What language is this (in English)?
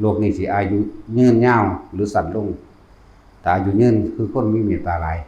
Northeastern Thai